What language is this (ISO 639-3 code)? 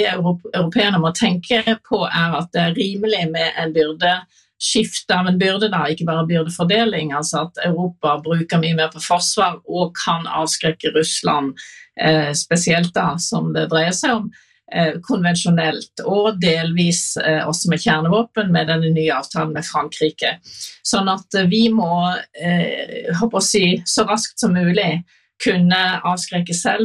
nor